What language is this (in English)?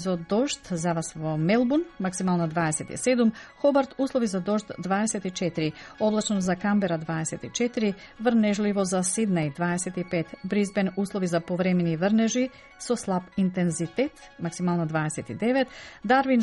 Macedonian